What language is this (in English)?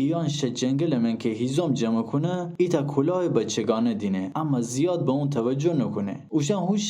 Gilaki